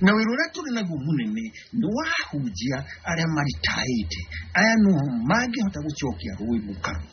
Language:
Kikuyu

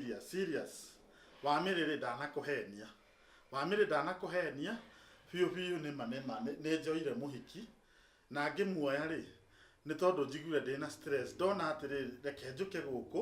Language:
Kikuyu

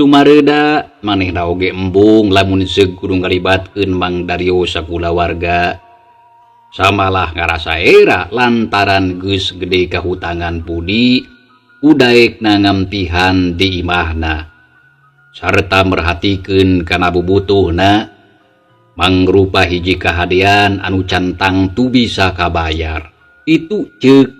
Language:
Sundanese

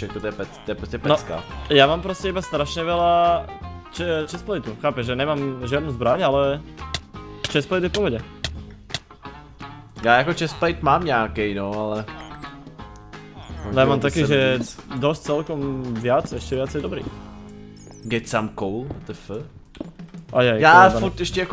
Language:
Czech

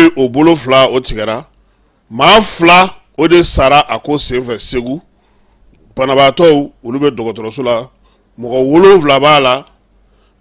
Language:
Bambara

